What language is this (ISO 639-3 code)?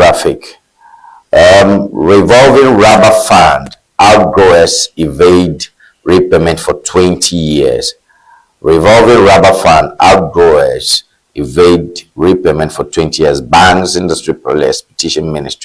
ewe